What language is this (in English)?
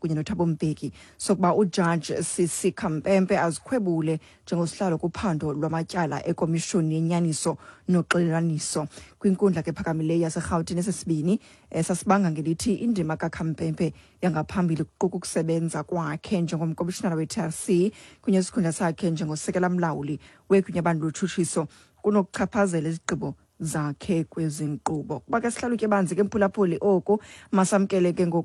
Xhosa